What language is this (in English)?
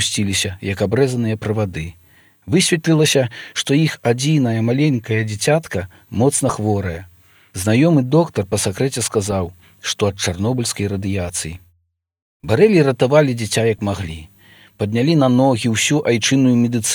Belarusian